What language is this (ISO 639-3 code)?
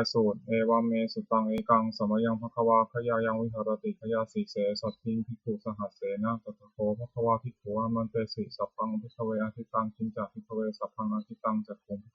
pli